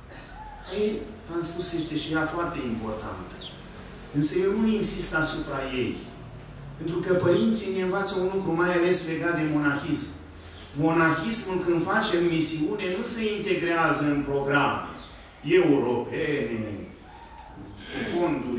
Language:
Romanian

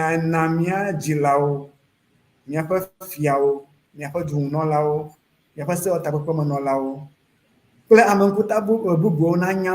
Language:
Ewe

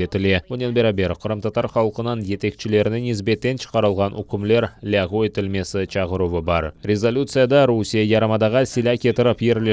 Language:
Crimean Tatar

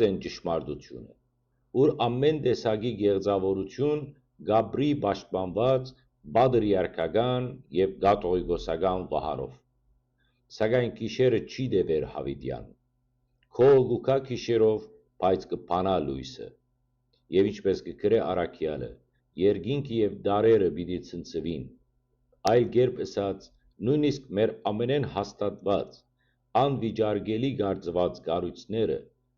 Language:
Western Armenian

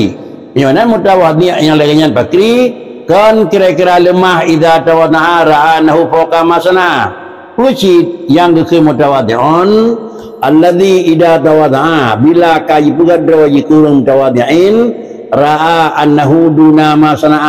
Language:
Achinese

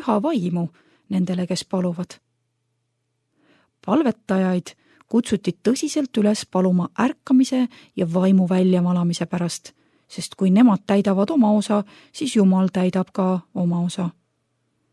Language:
Estonian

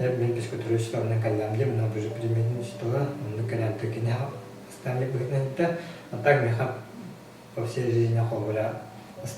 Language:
Yakut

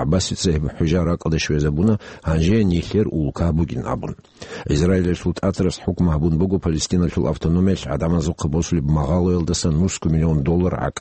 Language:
Avaric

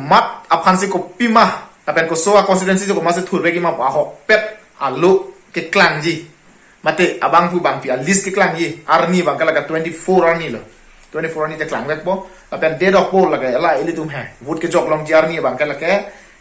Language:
Karbi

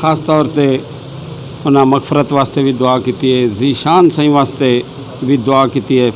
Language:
Saraiki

